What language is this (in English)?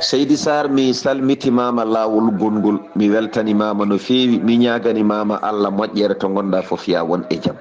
Fula